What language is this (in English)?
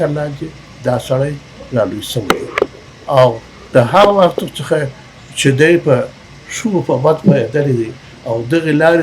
Pashto